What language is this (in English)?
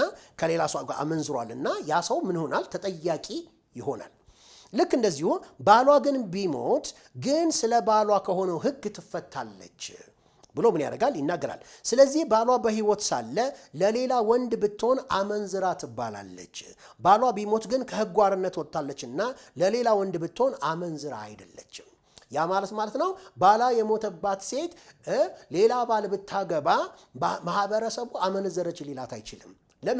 Amharic